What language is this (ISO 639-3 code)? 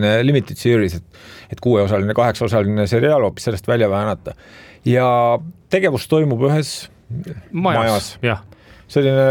est